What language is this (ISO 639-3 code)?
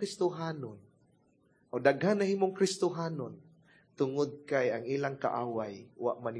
ceb